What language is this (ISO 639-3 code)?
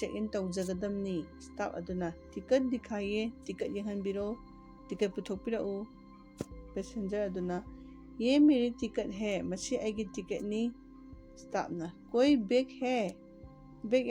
mni